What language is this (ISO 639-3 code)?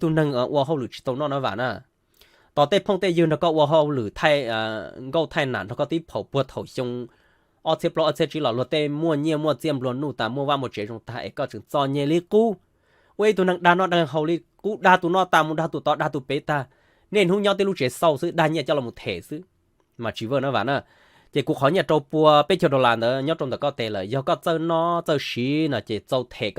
hmn